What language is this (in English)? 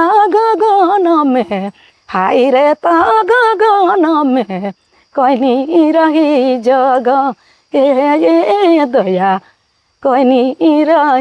Sadri